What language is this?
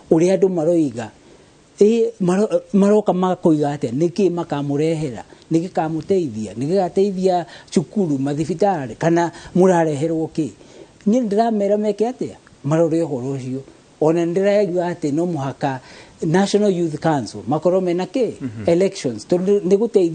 Kikuyu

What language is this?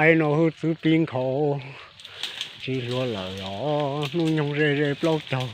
Hmong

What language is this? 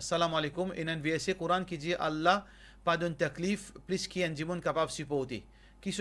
Morisyen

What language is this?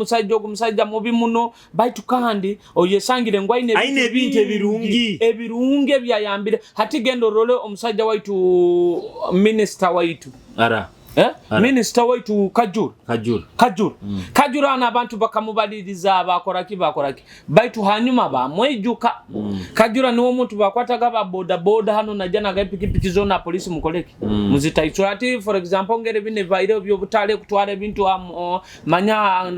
Nyoro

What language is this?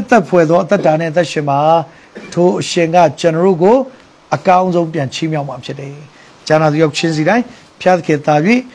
Burmese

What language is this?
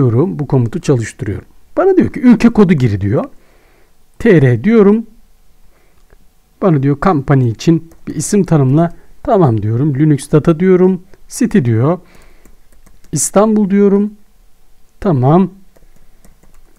Turkish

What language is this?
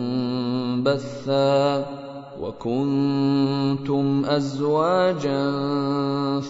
Arabic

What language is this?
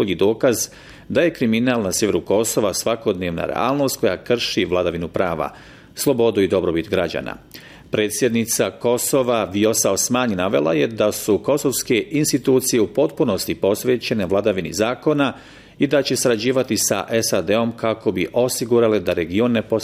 Bosnian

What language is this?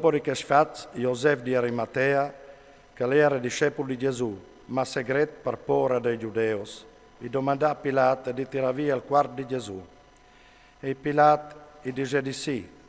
Friulian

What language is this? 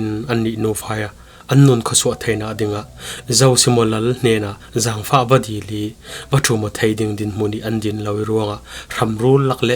Falam Chin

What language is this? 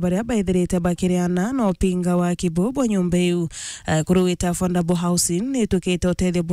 Meru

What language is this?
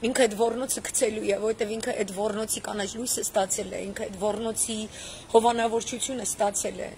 Armenian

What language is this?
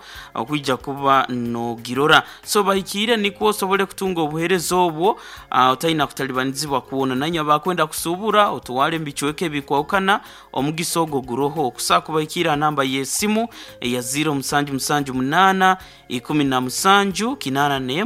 Nyankole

